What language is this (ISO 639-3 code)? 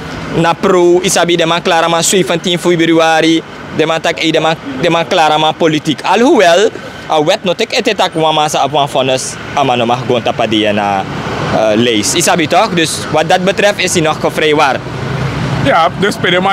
srn